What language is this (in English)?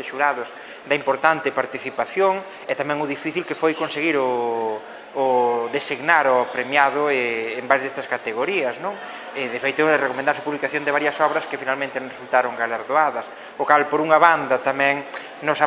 Galician